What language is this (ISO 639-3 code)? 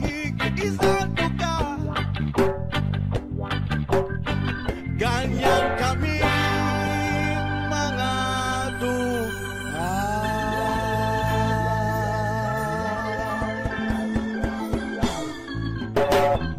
fil